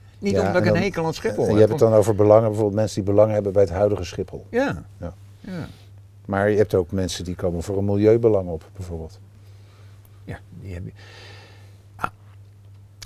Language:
Dutch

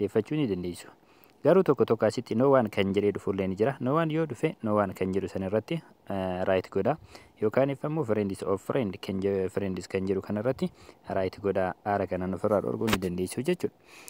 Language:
Oromo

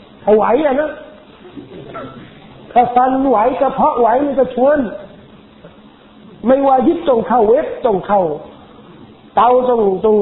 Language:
Thai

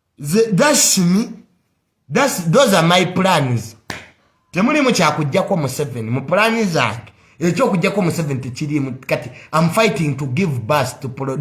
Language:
Ganda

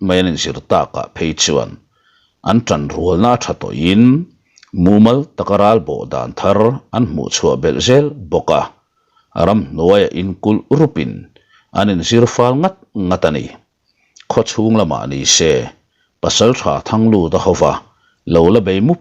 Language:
Mizo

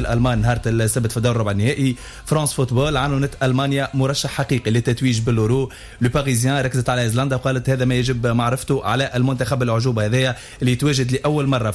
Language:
Tunisian Arabic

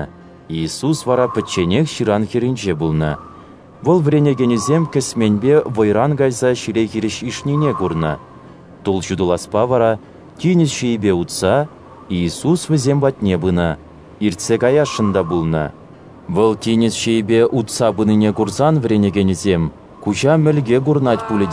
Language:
Chuvash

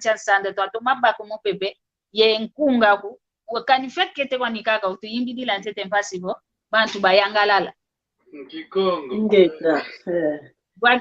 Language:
San Salvador Kongo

